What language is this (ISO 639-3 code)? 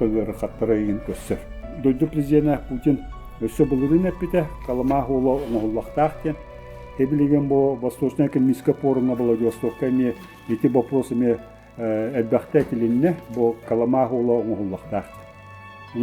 sah